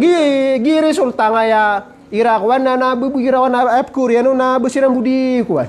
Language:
Maranao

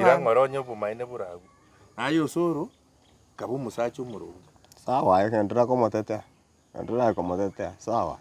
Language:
Gusii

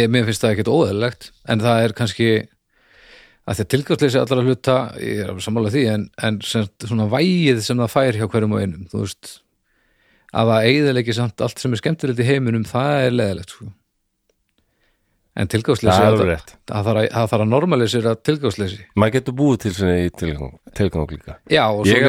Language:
Icelandic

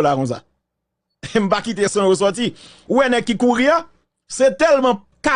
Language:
Haitian Creole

